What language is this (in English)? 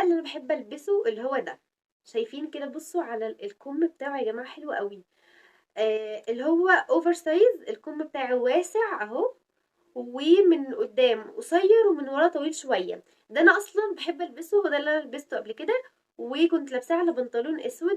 Egyptian Arabic